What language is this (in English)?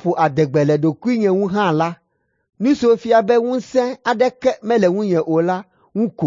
Ewe